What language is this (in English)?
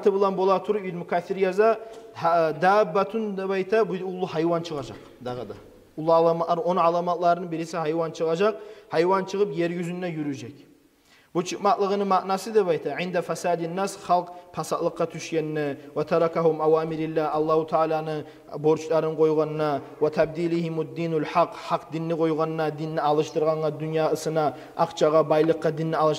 Kumyk